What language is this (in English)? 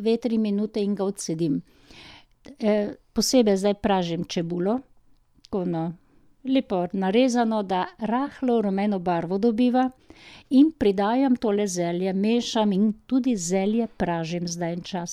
Slovenian